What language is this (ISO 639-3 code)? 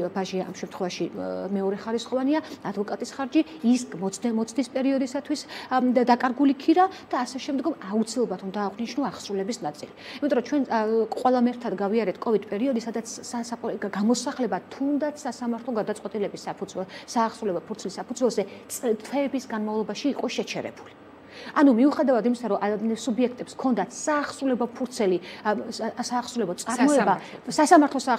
kat